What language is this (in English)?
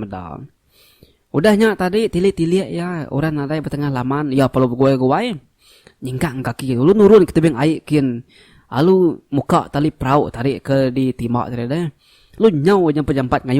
Iban